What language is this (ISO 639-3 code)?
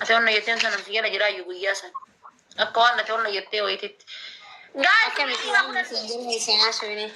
orm